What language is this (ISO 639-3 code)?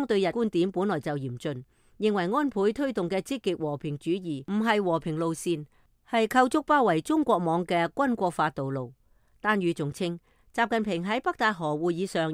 yue